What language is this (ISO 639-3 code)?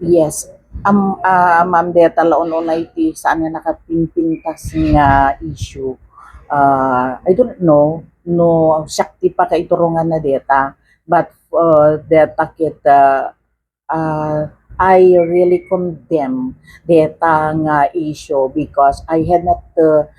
ilo